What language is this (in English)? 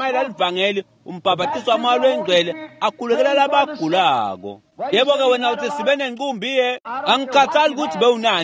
Swati